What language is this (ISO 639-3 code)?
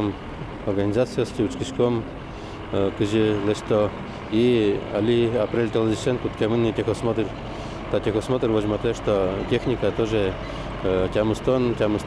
udm